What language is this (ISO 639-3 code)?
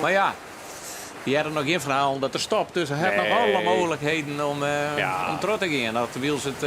fry